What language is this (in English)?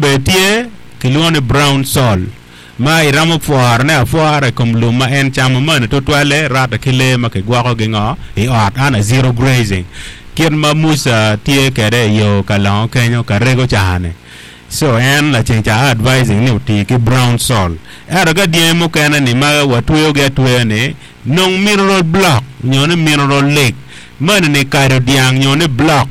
Acoli